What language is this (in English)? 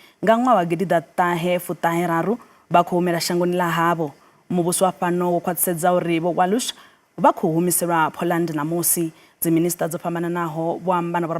Venda